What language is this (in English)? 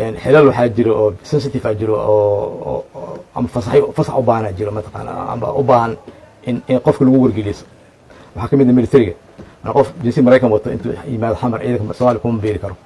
Somali